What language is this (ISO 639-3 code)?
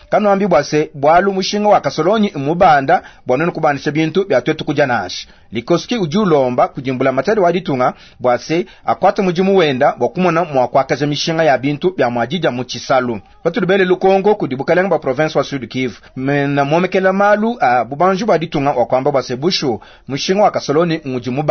lua